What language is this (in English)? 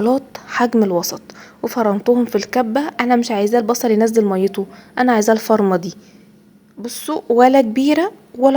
Egyptian Arabic